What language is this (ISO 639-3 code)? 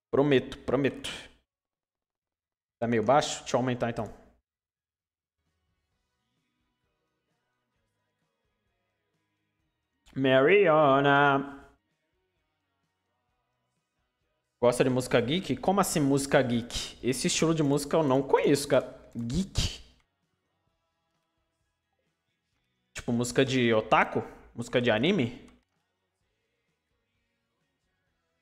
por